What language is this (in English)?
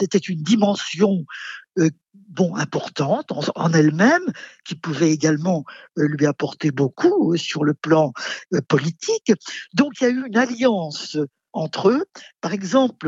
French